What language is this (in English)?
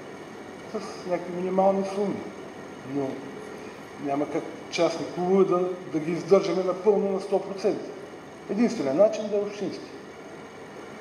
Bulgarian